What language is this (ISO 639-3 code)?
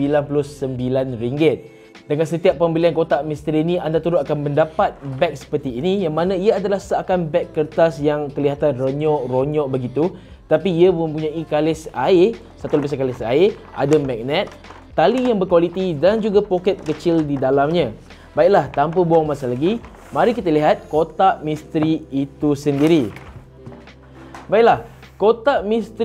msa